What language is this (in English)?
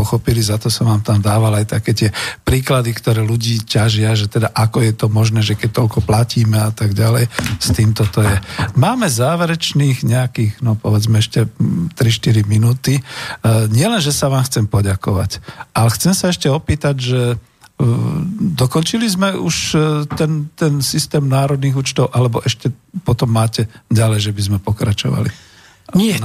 Slovak